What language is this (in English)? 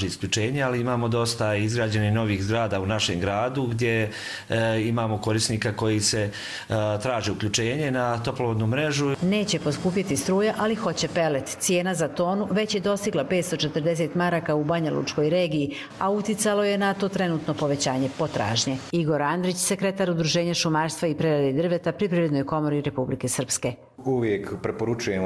Croatian